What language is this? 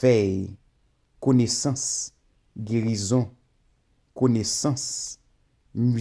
Haitian Creole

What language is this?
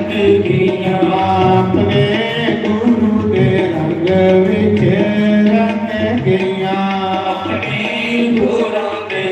Dogri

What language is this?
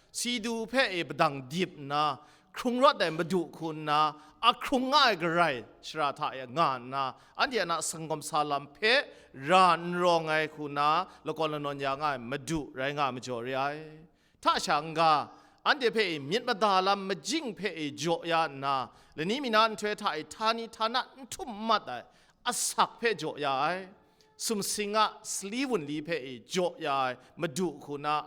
Kachin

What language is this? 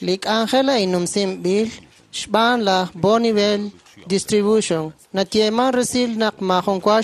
Kekchí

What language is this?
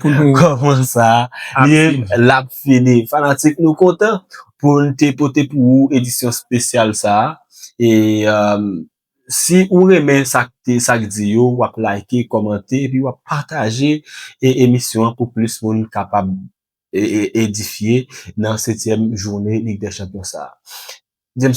Haitian Creole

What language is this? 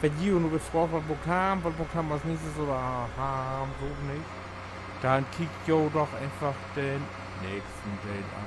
Low German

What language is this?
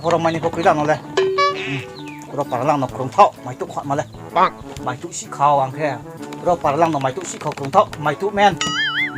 Riang (India)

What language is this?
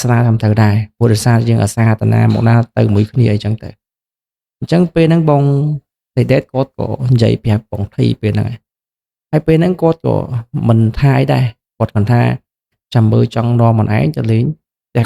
Khmer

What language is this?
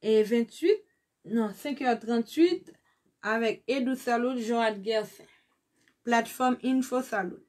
Haitian Creole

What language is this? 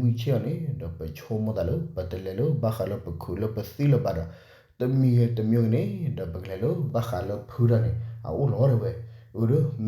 S'gaw Karen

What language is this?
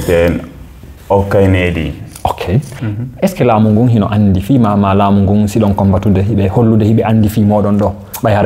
Fula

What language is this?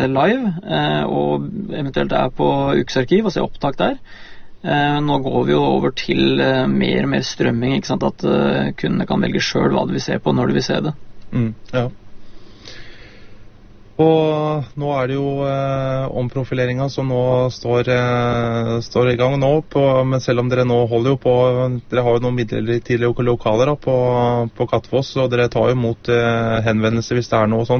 Norwegian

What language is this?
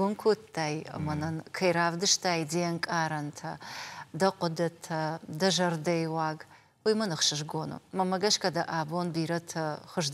Ossetic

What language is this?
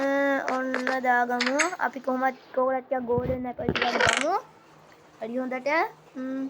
Sinhala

